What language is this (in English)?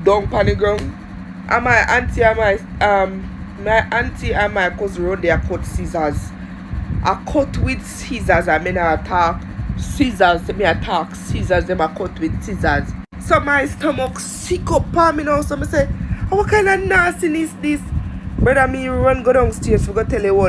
Jamaican Creole English